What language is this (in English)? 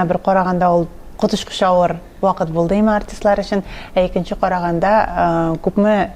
Tatar